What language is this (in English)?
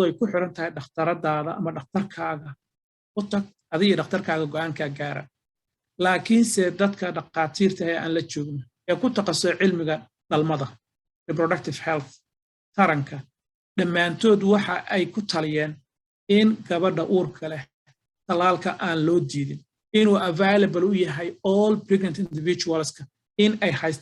Somali